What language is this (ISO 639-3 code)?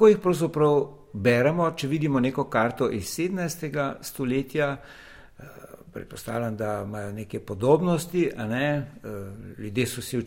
slv